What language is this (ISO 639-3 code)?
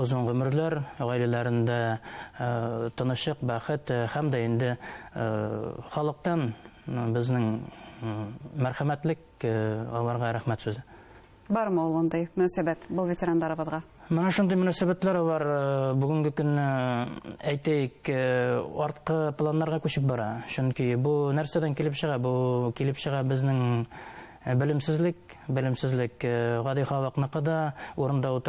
bak